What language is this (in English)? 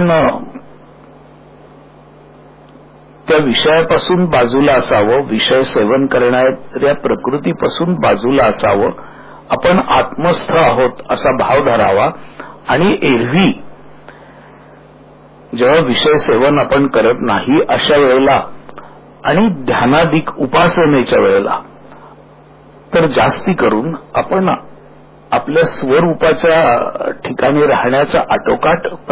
Marathi